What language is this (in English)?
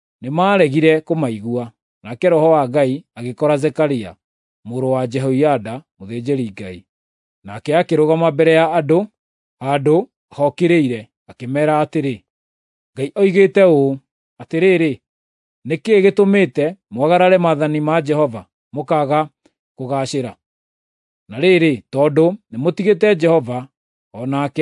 Kikuyu